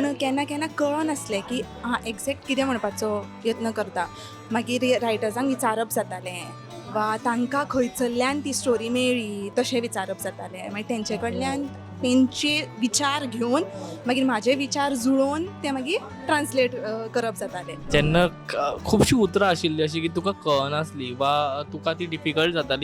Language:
Konkani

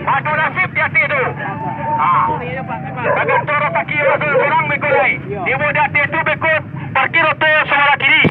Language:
Minangkabau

